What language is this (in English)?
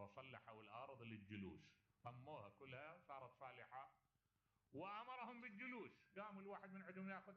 Mesopotamian Arabic